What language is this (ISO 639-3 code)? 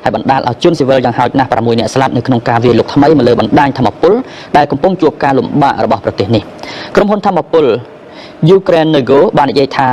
khm